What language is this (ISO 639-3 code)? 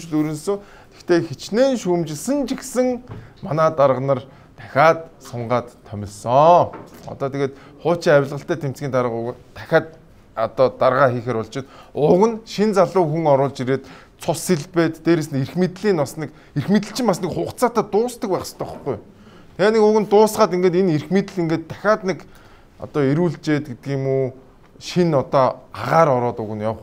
mon